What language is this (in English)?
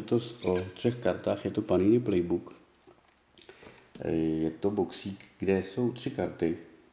Czech